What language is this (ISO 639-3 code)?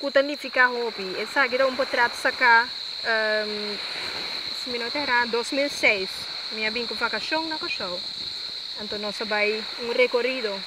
pap